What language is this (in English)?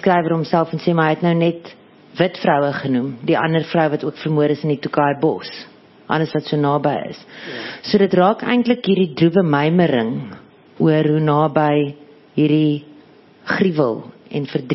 Afrikaans